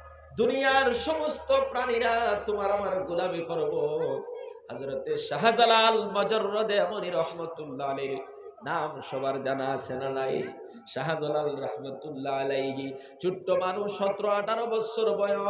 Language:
Sylheti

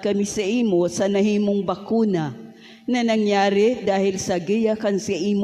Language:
Bikol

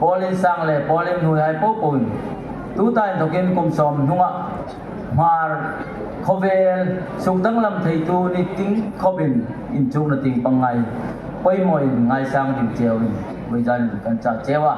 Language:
Hmar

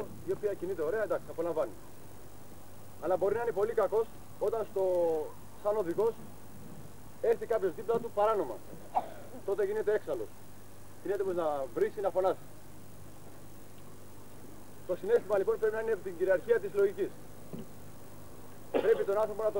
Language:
Greek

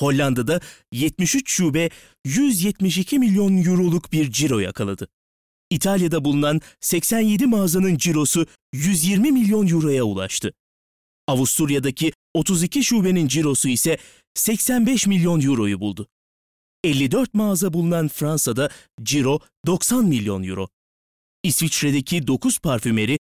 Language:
Turkish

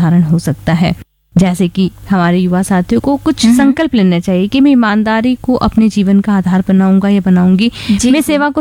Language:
Hindi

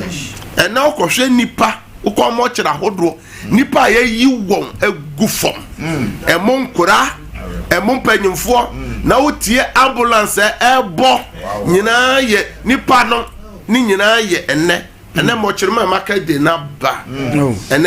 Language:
Akan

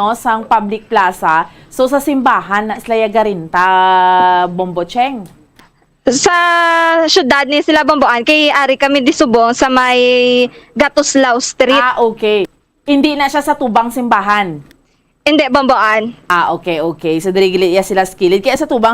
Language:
Hiligaynon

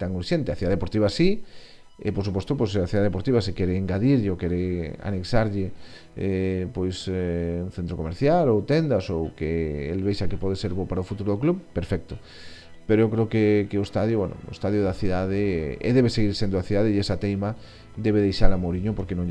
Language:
Galician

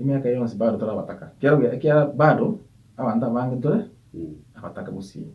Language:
Gusii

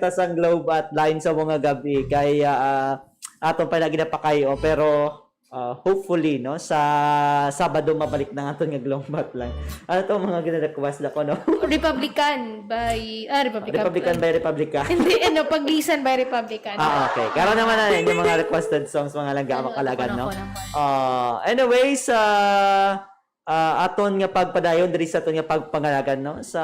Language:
Hiligaynon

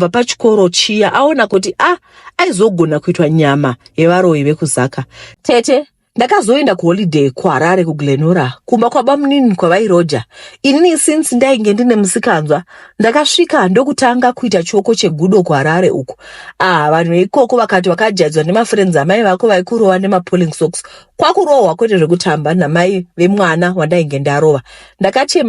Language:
Shona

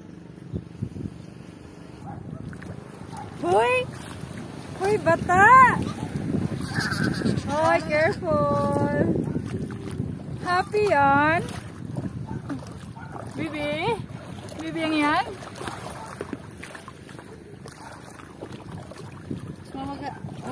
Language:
Filipino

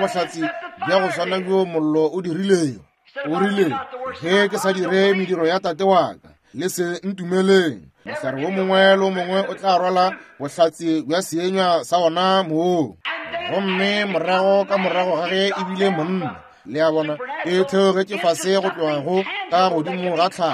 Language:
Northern Sotho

